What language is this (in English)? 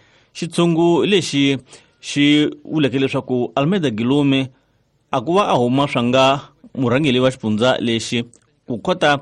Tsonga